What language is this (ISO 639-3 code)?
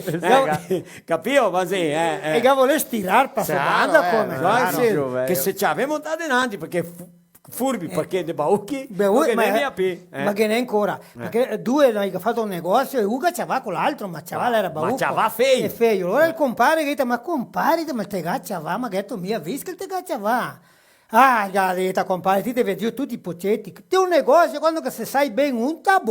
vec